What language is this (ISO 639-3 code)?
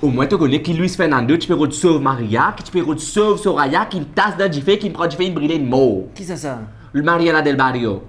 mfe